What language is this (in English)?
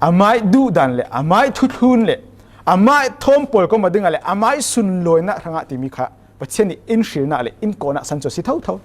Falam Chin